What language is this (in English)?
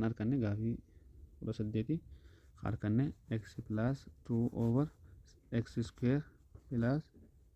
Oromo